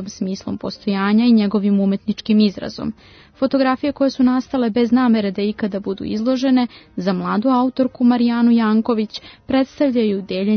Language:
Serbian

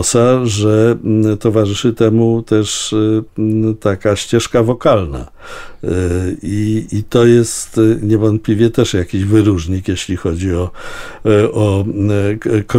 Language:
Polish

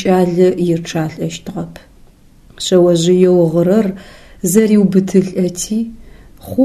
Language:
Adyghe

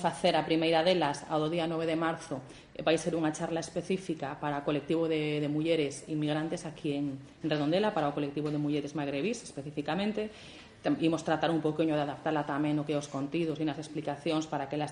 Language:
Galician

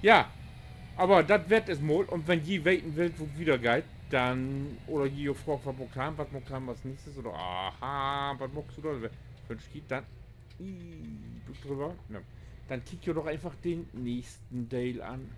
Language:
Low German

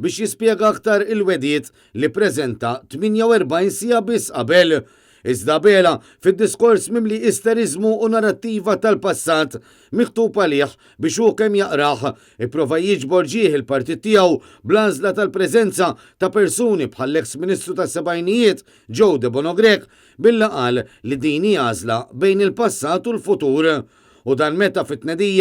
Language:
Maltese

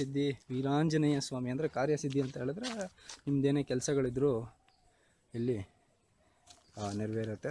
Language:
Kannada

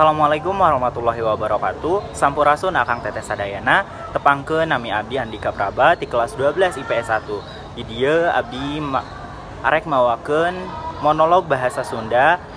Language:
Sundanese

